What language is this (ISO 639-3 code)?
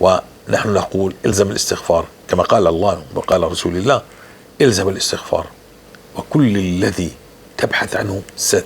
apc